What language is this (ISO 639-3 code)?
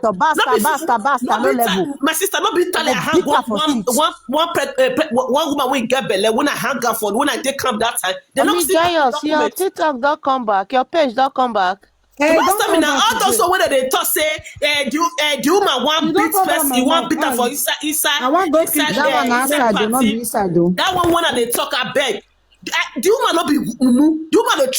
pcm